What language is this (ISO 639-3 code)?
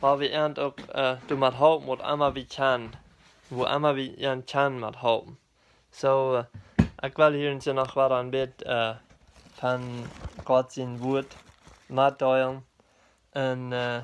pdt